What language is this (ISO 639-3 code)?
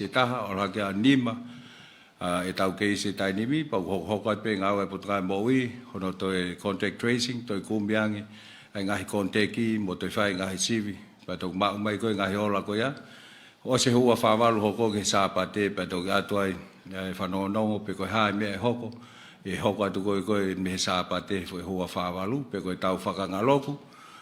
ton